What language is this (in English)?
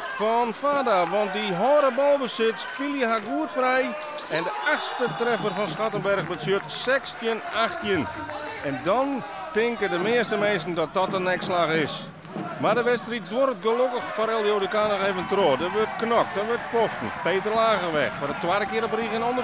Western Frisian